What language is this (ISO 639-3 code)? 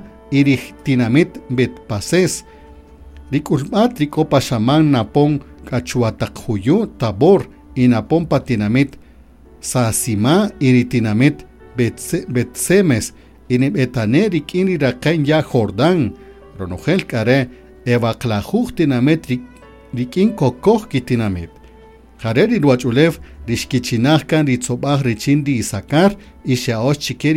cak